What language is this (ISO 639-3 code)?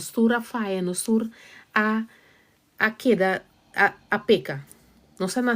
pap